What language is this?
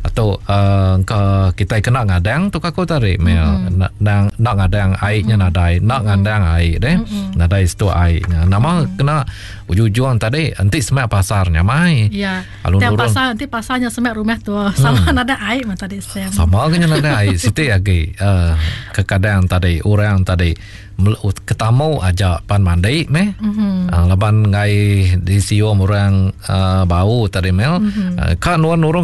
Iban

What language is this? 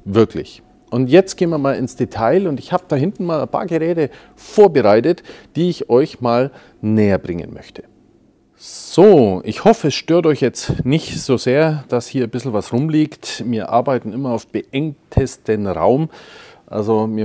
German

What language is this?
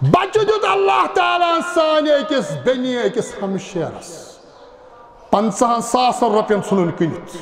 Kashmiri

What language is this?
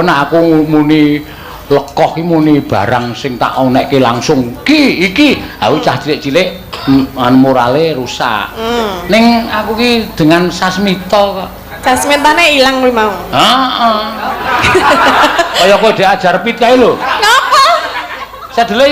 Javanese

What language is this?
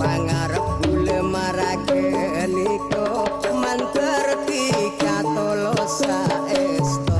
Madurese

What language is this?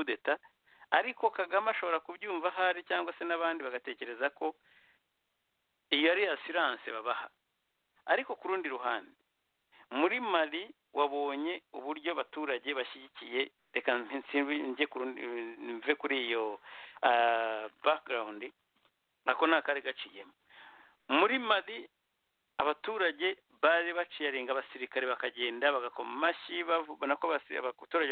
Kinyarwanda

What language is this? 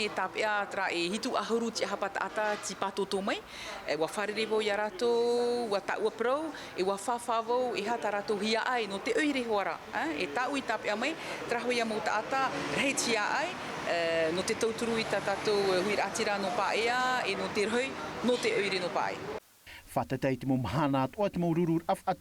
Tahitian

